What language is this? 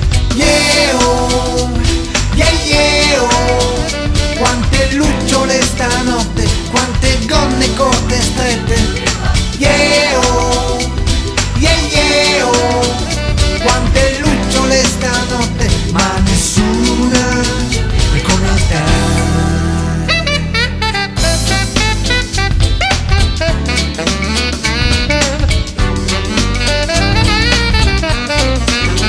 Italian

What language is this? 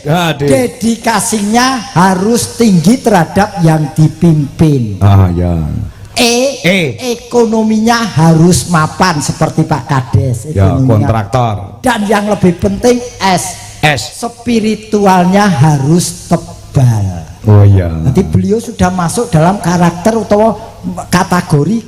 Javanese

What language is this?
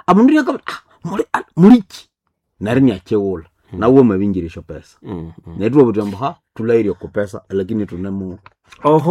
Nande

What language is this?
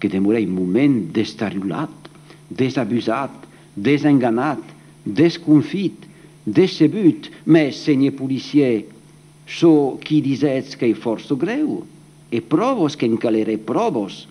Occitan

